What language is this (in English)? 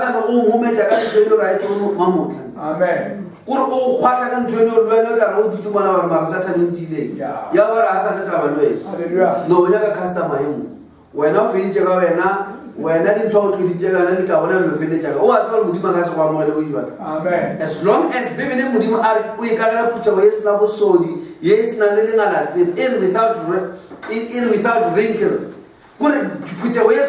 Northern Sotho